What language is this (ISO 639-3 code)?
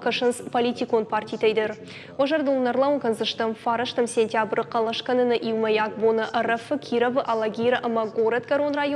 oss